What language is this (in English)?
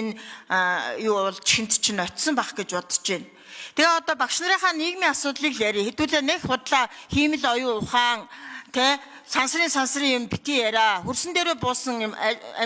Mongolian